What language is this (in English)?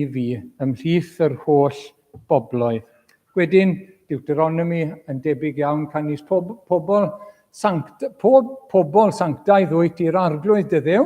Welsh